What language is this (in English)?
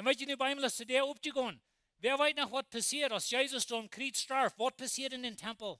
Plautdietsch